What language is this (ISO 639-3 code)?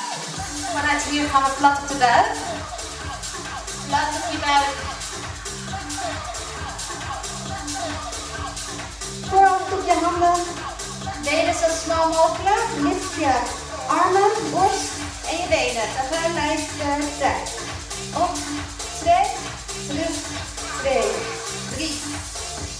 nld